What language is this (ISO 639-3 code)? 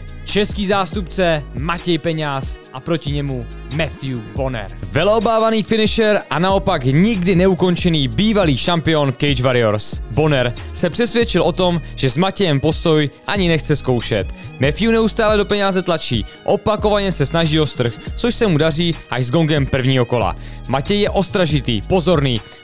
ces